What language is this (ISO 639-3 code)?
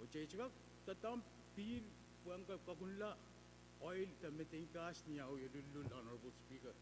pon